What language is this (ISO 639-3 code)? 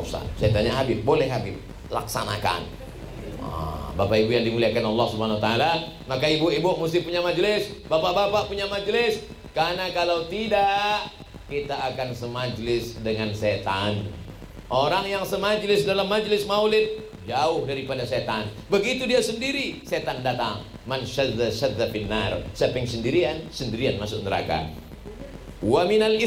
ind